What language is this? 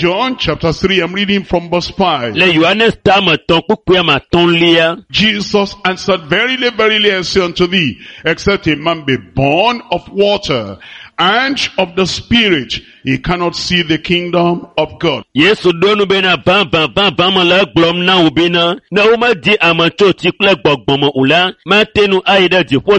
Ewe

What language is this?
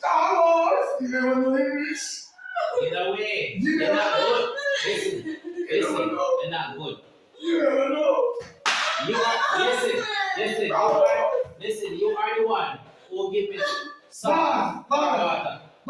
Jamaican Creole English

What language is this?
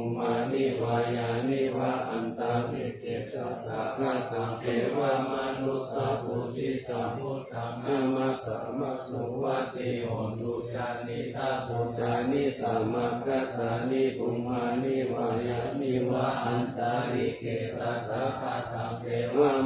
Pali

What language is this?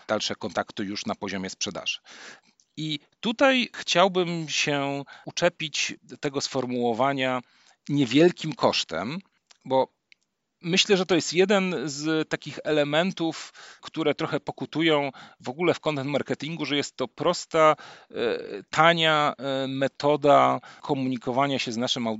Polish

